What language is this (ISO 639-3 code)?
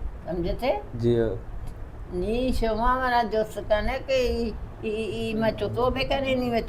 bal